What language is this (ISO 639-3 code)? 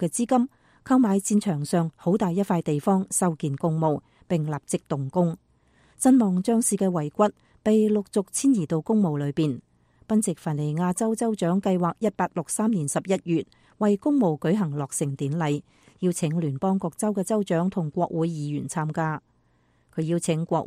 yue